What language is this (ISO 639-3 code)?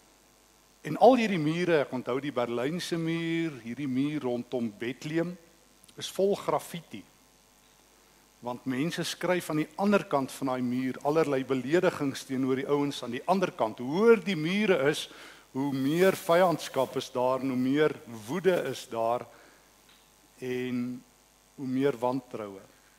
afr